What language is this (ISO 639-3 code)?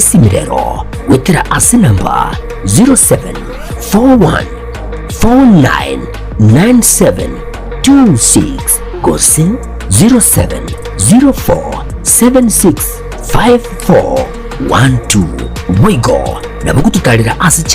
guz